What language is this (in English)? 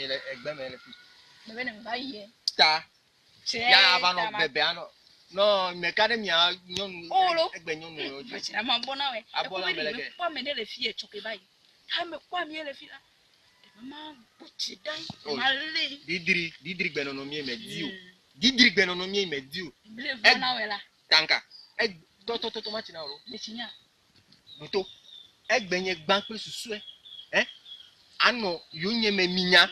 Ewe